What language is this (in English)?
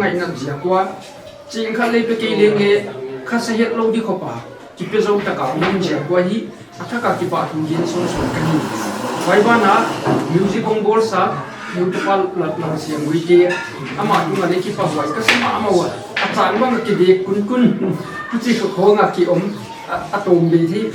Paite Chin